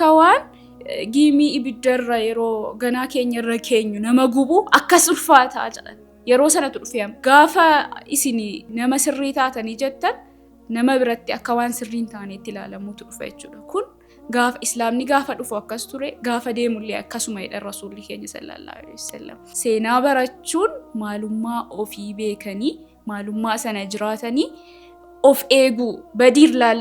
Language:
Oromo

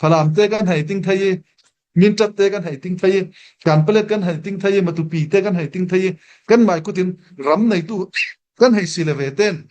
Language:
Falam Chin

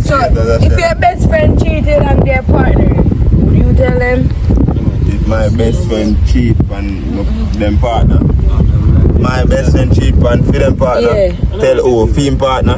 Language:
Jamaican Creole English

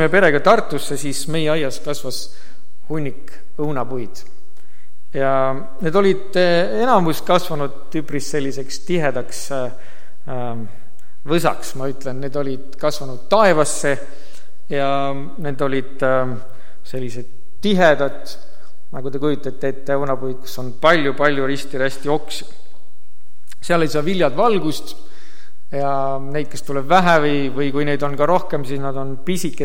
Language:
Estonian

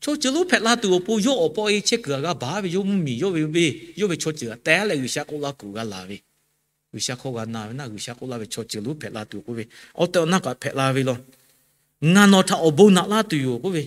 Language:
Lahu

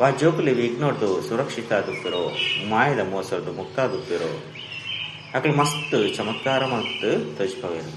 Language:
Tulu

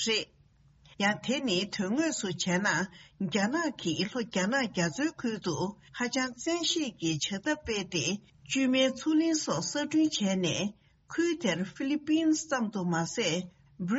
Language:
Tibetan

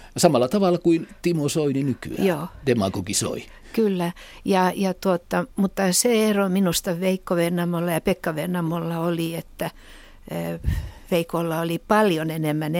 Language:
Finnish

